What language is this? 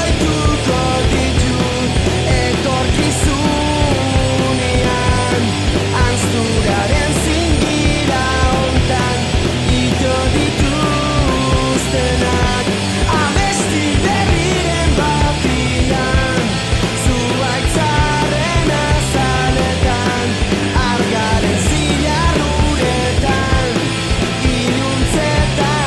Basque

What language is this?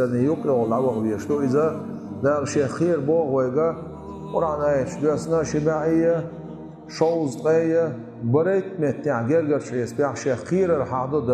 Chechen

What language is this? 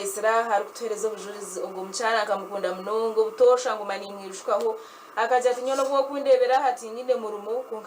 Nyankole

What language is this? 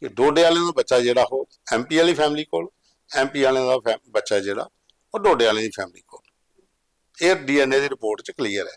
Dogri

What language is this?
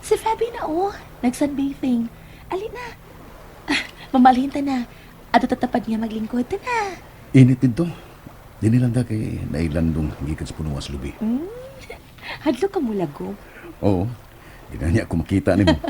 Cebuano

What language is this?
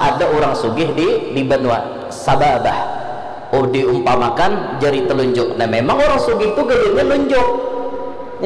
Banjar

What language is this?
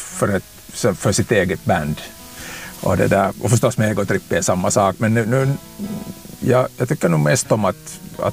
Swedish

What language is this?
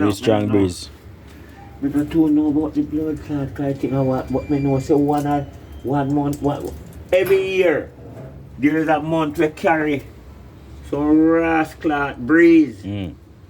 Jamaican Creole English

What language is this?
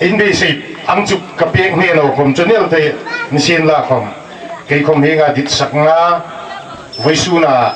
Hmar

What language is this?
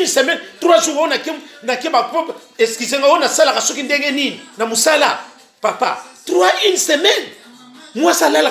Lingala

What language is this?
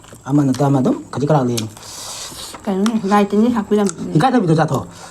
Manipuri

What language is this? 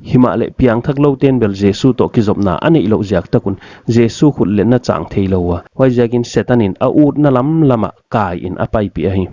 Paite Chin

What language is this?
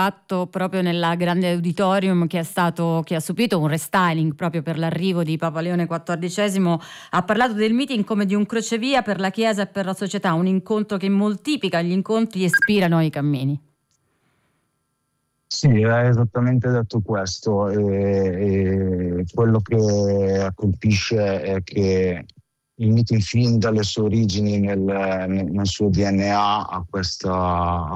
Italian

